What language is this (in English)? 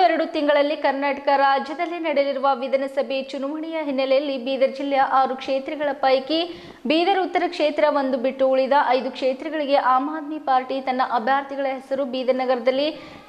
Kannada